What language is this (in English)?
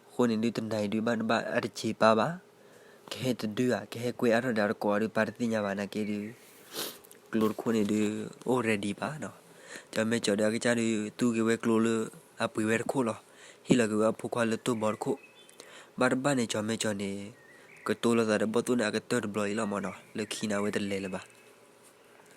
S'gaw Karen